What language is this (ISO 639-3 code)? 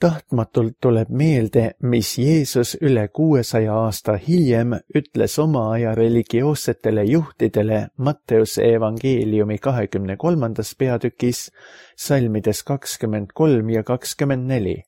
est